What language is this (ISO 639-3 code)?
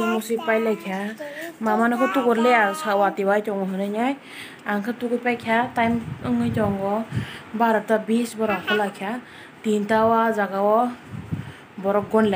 trp